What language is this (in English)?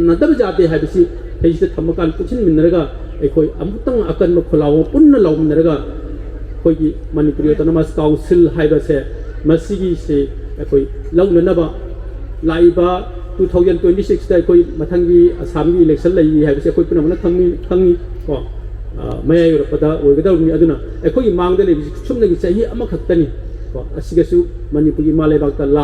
Manipuri